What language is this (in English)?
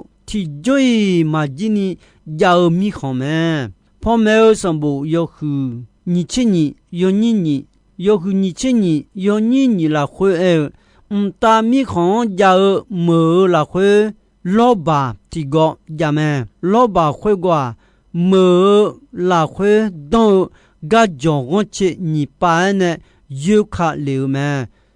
Akha